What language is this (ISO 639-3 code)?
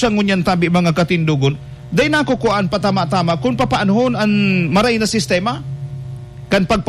bik